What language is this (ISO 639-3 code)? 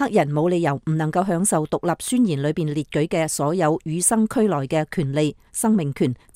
yue